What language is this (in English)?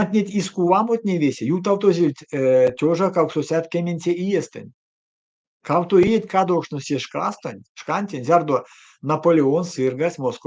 Erzya